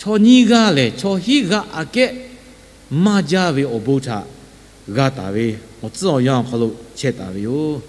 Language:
Lahu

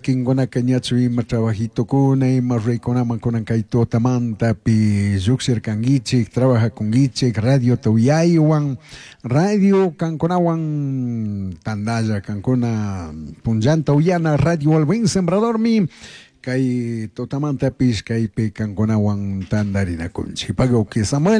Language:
Chimborazo Highland Quichua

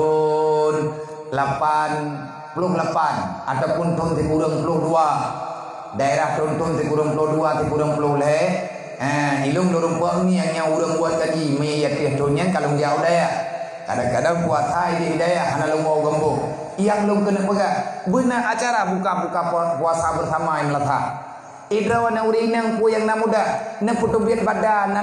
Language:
Achinese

